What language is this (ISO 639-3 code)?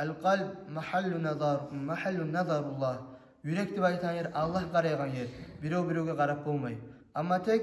kum